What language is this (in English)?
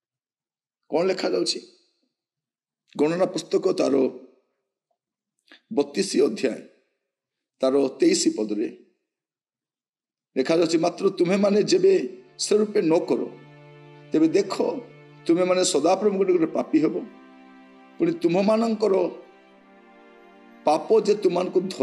Odia